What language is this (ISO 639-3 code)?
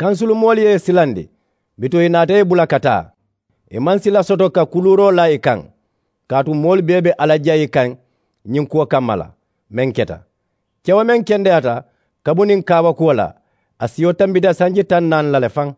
man